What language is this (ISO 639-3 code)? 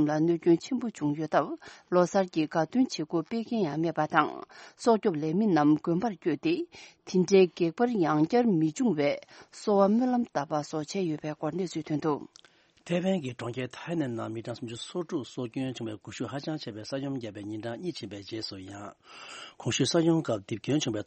bod